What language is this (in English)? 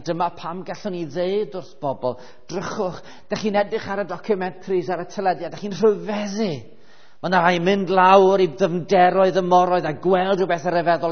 Welsh